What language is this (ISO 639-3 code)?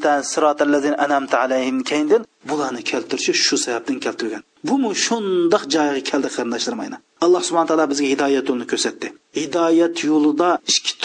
uig